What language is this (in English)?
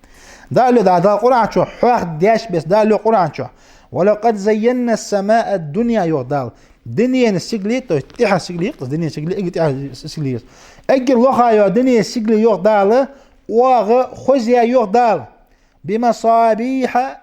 Ingush